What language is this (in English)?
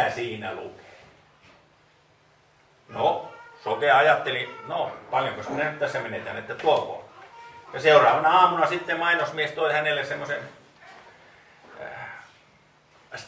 Finnish